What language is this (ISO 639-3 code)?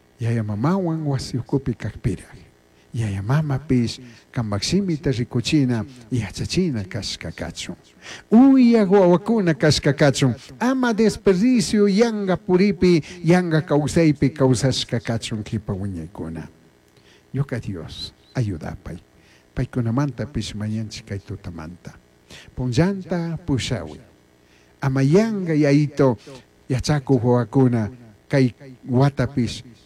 qug